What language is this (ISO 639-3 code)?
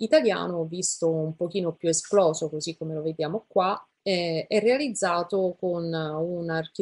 ita